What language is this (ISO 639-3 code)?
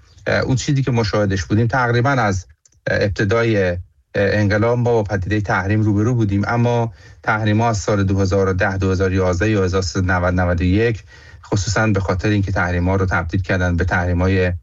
fas